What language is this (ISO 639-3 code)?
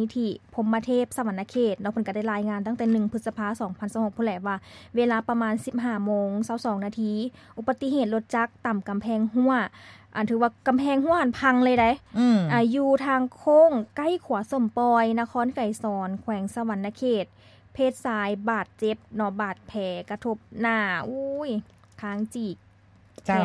lao